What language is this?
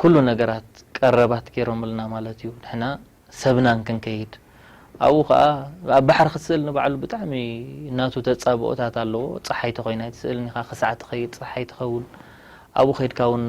Tigrinya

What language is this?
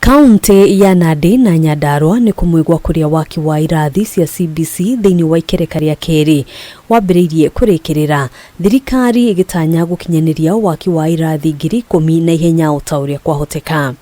Kikuyu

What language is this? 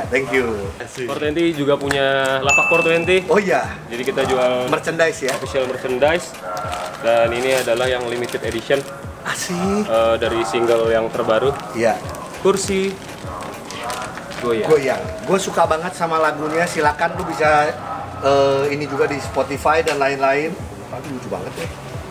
Indonesian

